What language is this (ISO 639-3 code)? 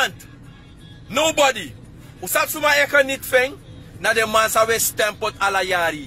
srn